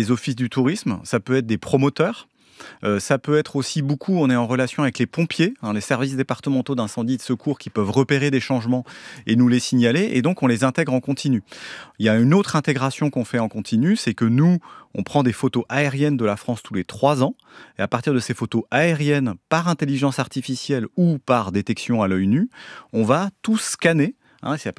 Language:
French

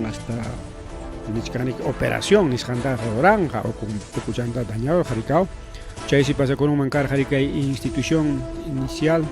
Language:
Ayacucho Quechua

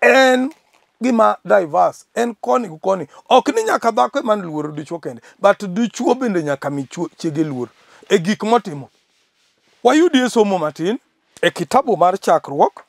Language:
Luo (Kenya and Tanzania)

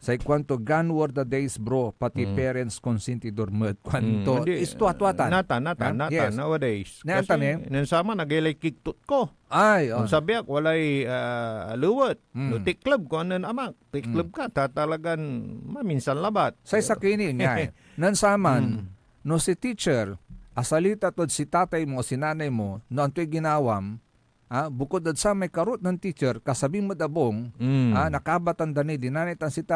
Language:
Pangasinan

